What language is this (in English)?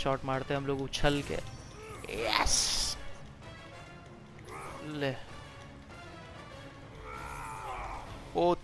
Hindi